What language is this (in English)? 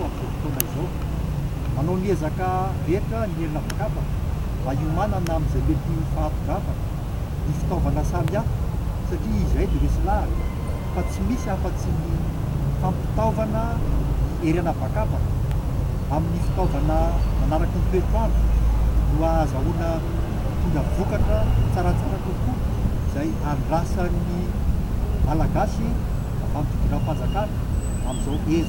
Malagasy